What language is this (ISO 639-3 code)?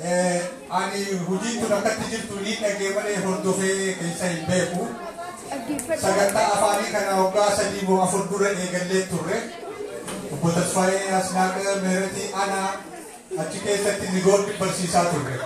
orm